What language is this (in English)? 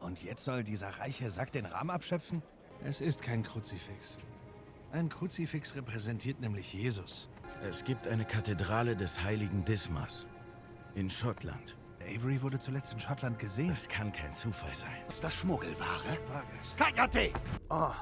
Swiss German